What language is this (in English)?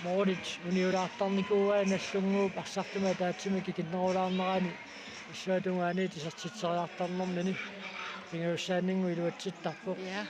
Kalaallisut